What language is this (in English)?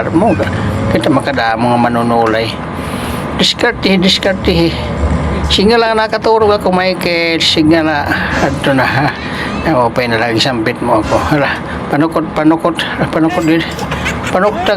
Waray